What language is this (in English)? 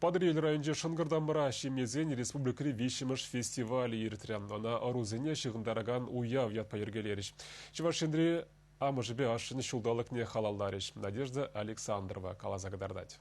Chuvash